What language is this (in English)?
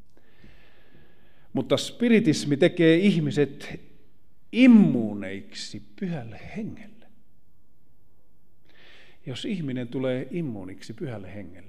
Finnish